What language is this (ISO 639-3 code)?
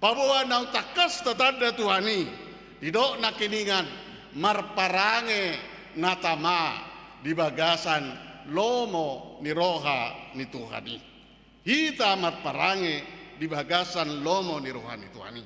bbc